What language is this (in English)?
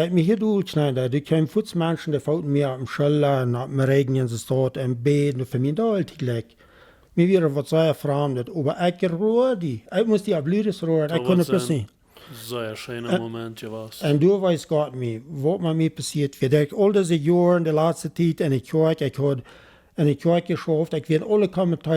Plautdietsch